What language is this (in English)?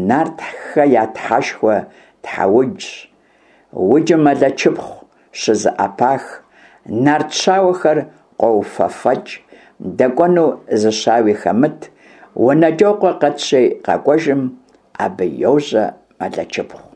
Kabardian